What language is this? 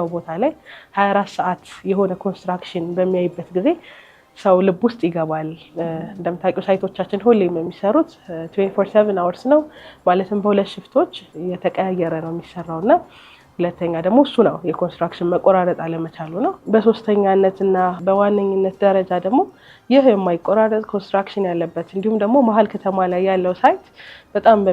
Amharic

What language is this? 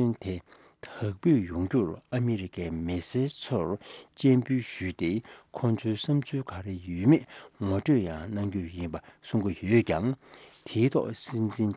Tibetan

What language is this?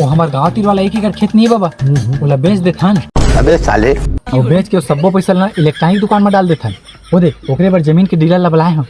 Chhattisgarhi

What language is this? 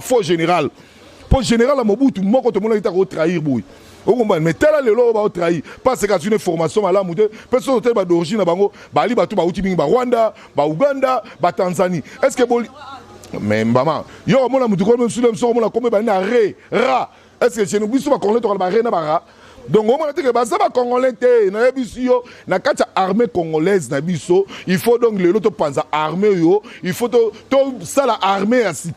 Lingala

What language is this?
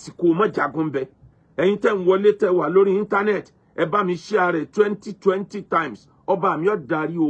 Yoruba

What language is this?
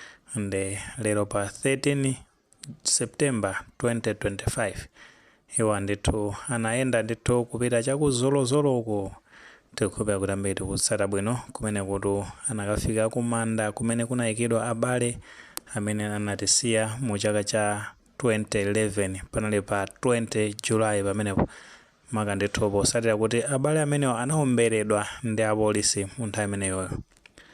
Nyanja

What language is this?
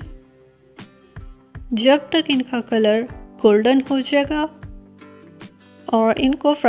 Hindi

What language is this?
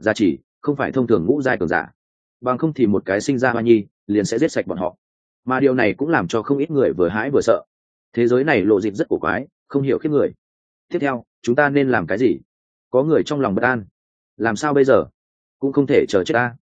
Vietnamese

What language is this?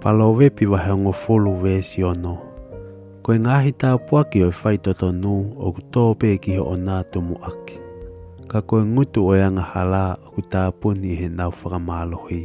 Tongan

